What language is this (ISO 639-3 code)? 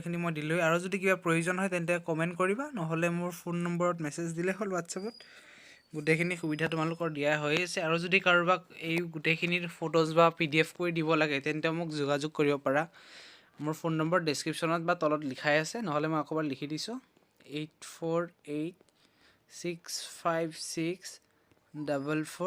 asm